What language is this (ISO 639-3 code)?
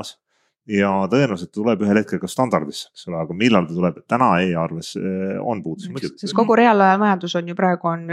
est